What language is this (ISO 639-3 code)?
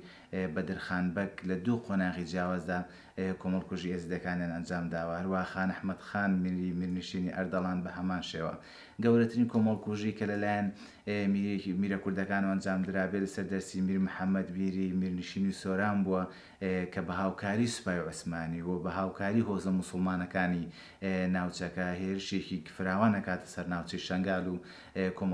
ckb